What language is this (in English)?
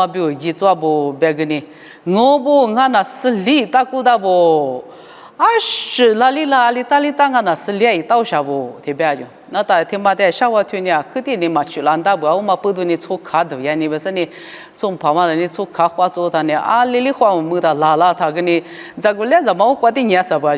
Lisu